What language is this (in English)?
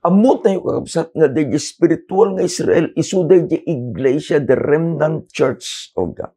Iloko